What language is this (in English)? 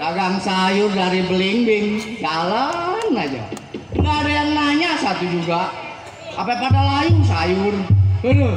Betawi